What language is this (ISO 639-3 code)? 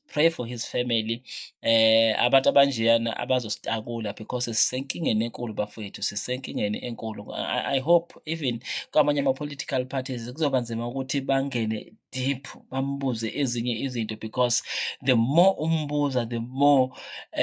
zul